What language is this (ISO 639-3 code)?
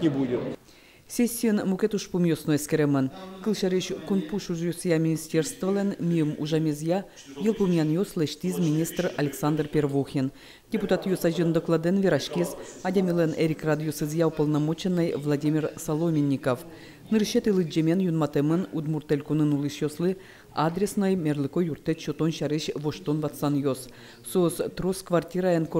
udm